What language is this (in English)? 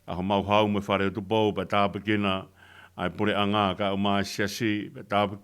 Tongan